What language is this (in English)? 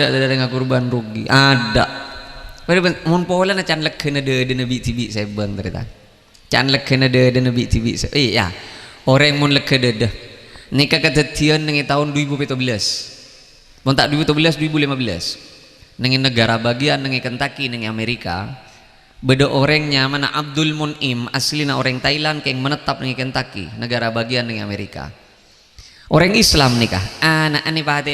Madurese